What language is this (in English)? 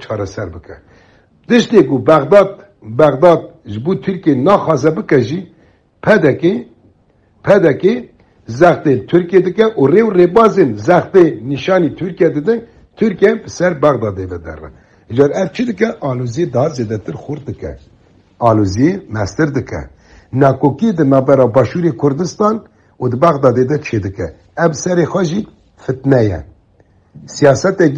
Kurdish